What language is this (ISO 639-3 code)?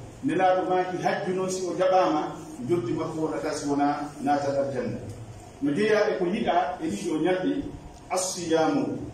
fuf